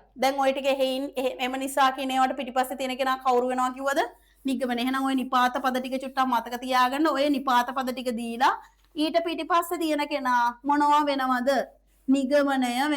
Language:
Sinhala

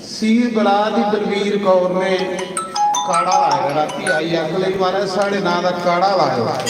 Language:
Dogri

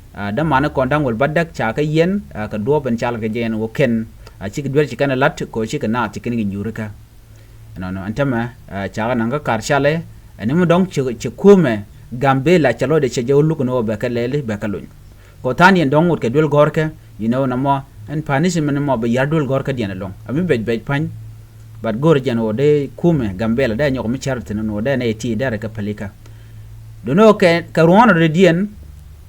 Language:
Nuer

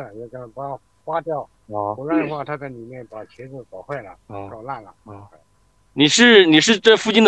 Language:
Chinese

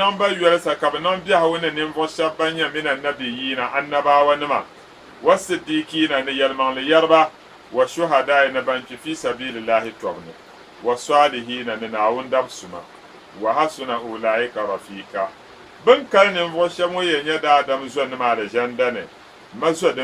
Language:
Dagbani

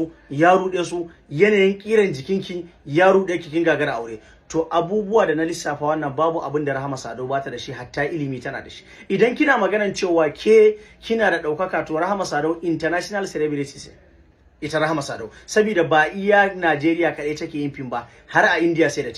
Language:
Hausa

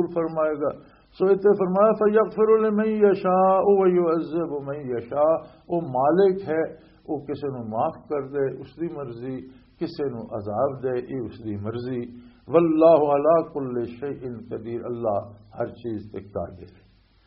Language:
Western Panjabi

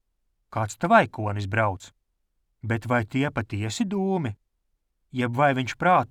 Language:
Latvian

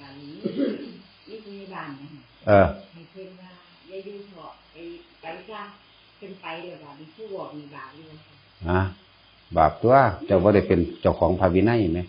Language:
Northeastern Thai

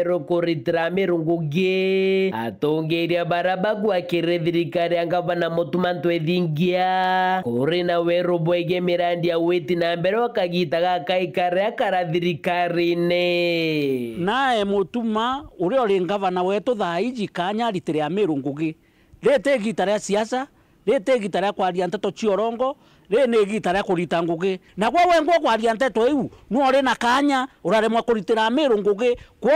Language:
Meru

